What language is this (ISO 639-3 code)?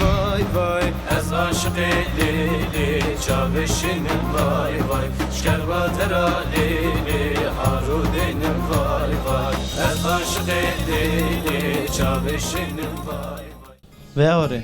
zza